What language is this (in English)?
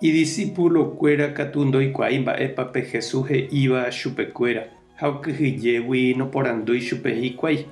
Guarani